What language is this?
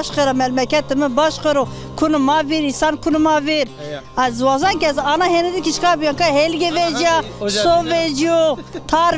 Zaza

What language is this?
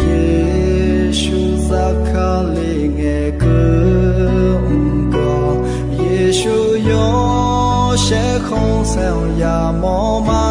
Akha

